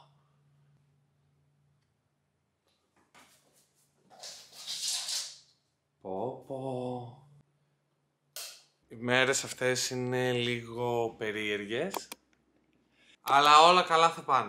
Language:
Greek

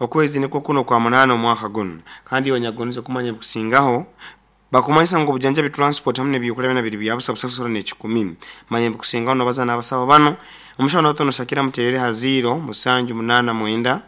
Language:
Nyoro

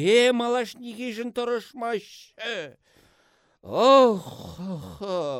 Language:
Chuvash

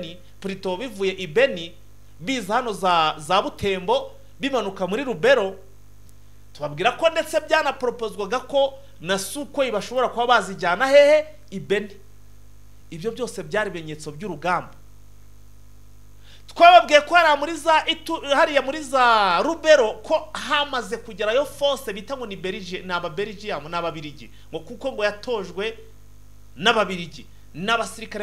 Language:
Kinyarwanda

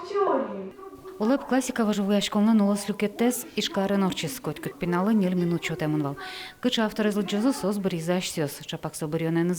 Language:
Udmurt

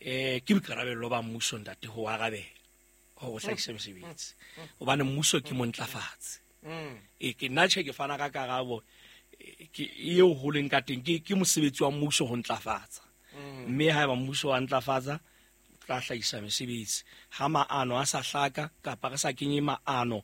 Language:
Southern Sotho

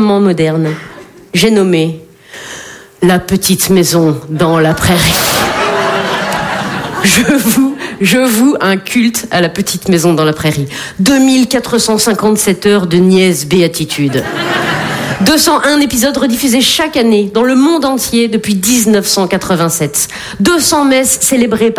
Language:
French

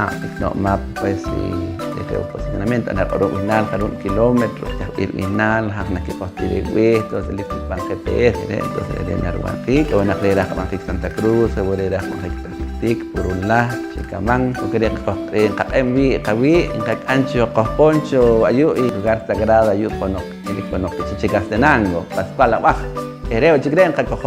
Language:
Poqomchi'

